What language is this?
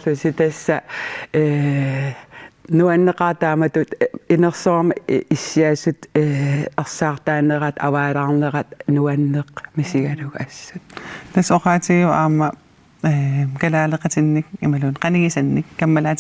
Kalaallisut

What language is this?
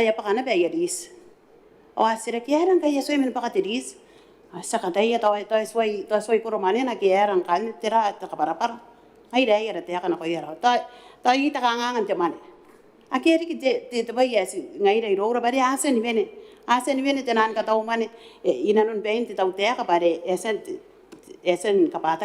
Gilbertese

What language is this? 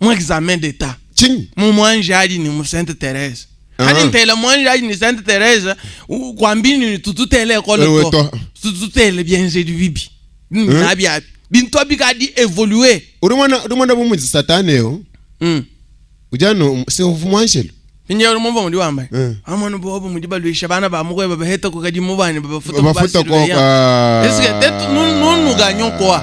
Luba-Lulua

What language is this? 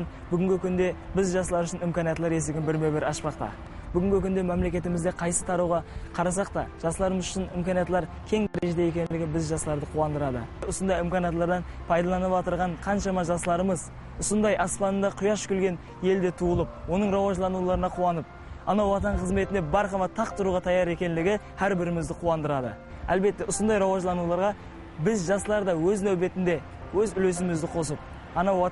Kara-Kalpak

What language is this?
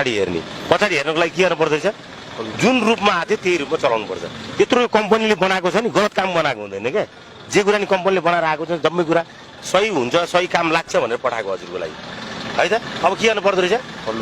Nepali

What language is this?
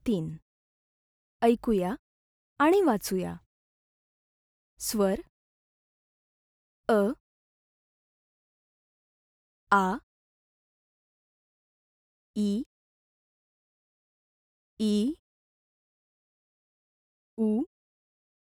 Marathi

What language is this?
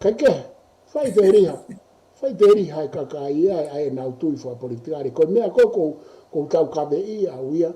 Tongan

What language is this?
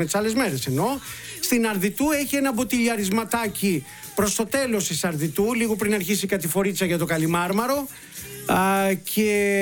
Greek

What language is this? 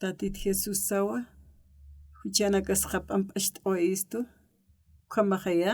Aymara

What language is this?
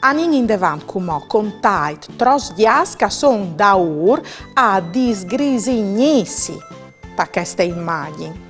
Friulian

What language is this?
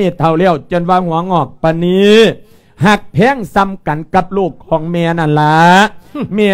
Lao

